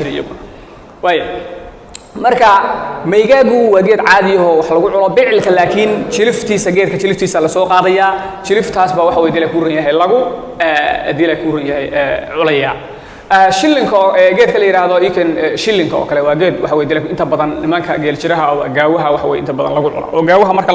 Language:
Somali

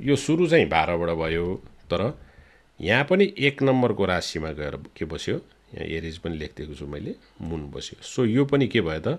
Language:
Nepali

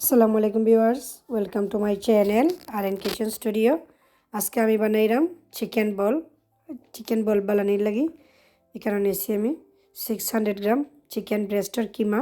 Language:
Sylheti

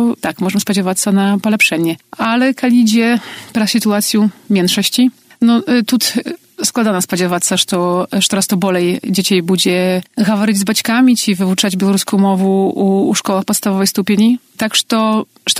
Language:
Belarusian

